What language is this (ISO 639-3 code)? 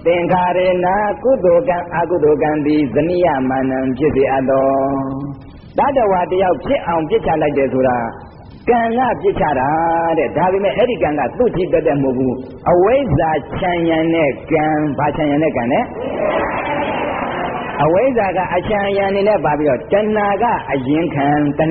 mya